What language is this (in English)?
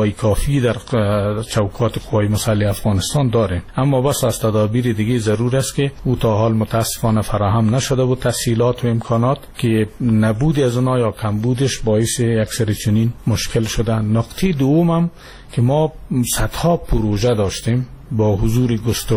Persian